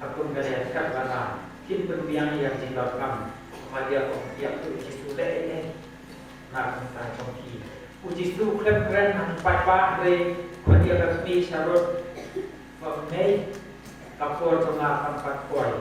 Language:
Khasi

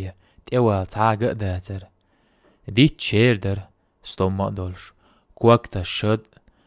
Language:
Chechen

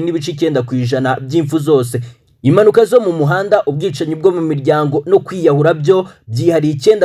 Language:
Kinyarwanda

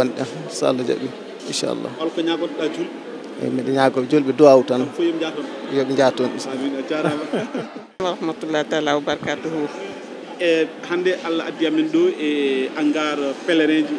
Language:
Fula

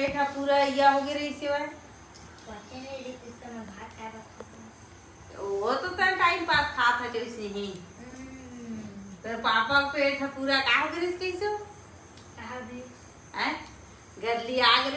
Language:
Chhattisgarhi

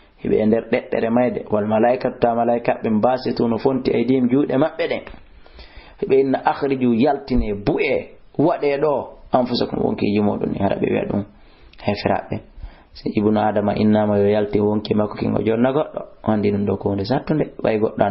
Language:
Fula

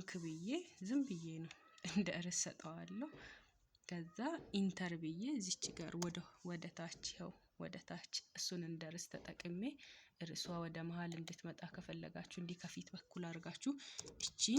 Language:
Amharic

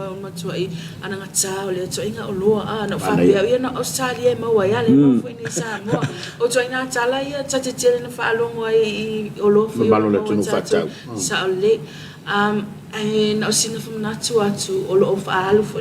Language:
Samoan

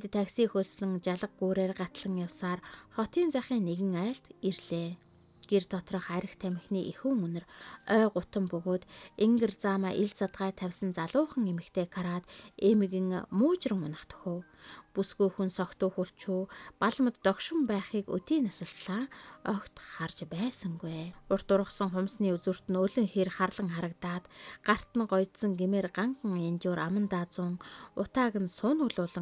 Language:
Mongolian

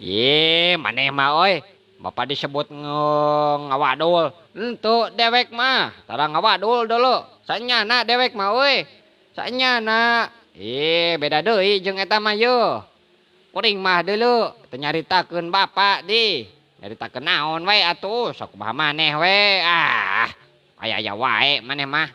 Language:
Sundanese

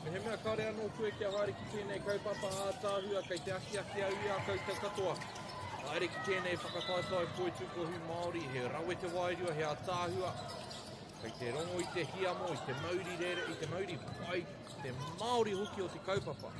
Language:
Māori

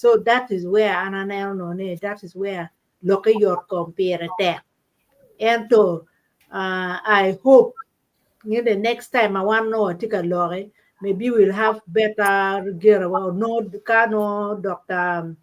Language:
Acoli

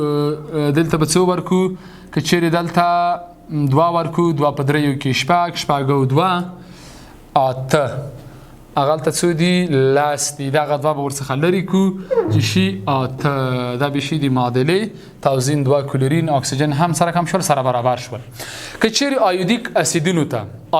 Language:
Pashto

